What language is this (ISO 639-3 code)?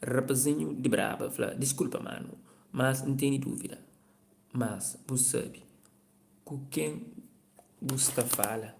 kea